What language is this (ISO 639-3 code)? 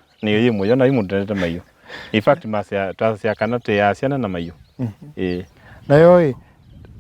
kam